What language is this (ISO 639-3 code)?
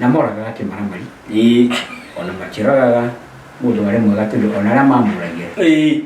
kik